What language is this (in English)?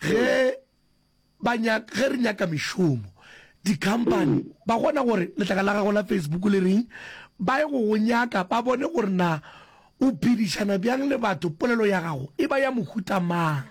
Northern Sotho